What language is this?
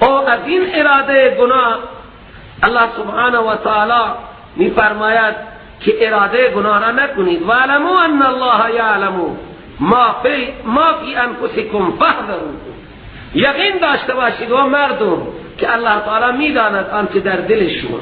Persian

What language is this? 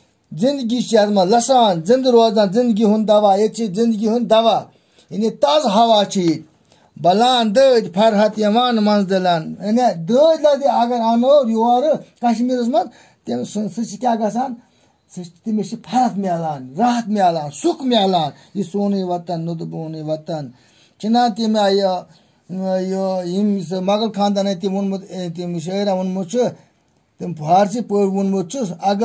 Kashmiri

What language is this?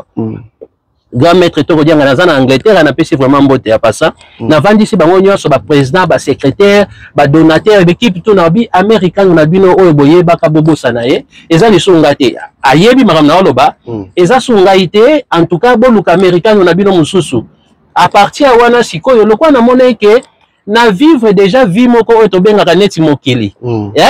Lingala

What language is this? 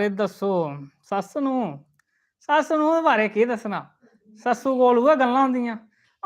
Dogri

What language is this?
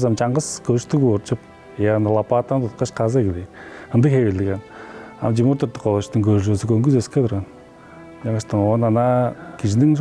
Tuvinian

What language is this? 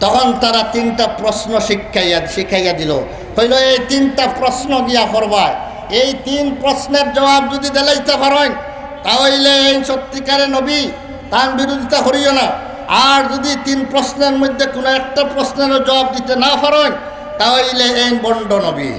Sylheti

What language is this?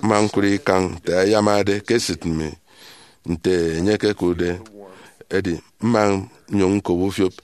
Efik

